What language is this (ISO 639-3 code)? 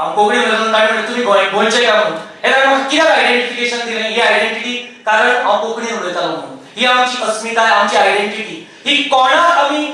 kok